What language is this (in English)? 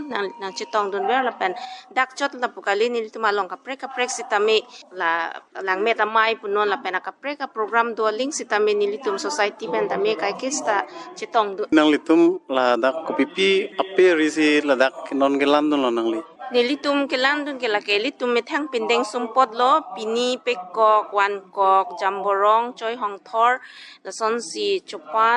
Karbi